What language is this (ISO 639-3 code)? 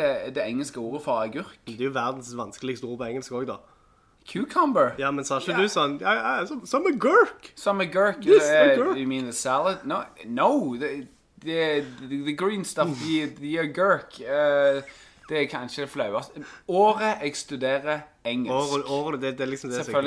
nor